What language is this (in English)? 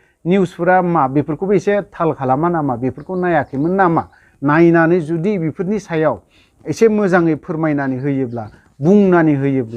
Bodo